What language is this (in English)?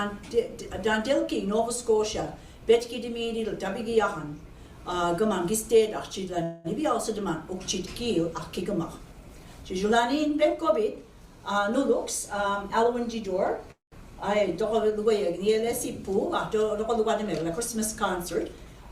Mi'kmaw